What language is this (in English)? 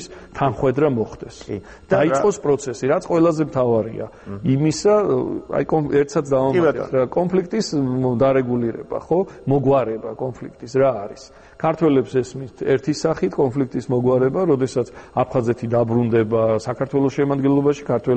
Georgian